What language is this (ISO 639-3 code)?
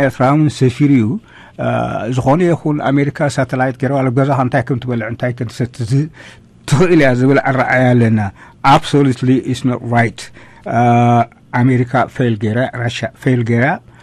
tir